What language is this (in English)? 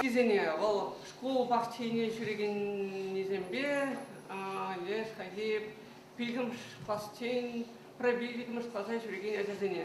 Chuvash